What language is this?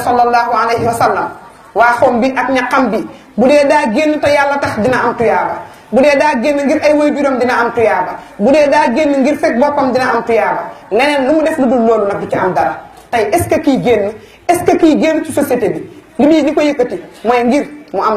Wolof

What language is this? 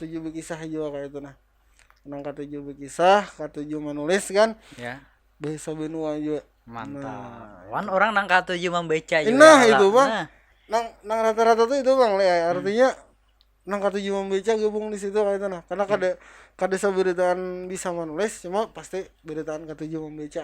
Banjar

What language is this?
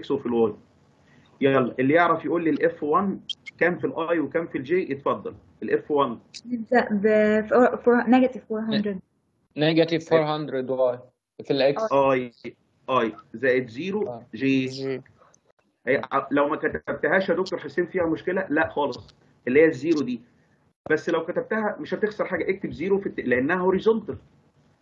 Egyptian Arabic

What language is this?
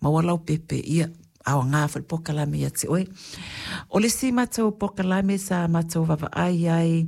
Samoan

